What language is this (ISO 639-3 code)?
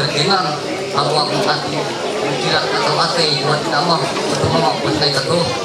mhy